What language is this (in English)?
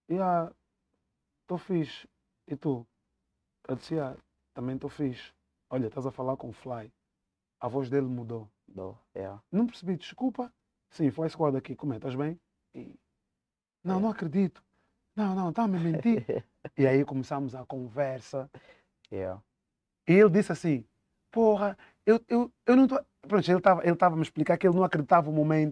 Portuguese